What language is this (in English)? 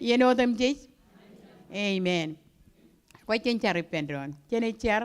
Marshallese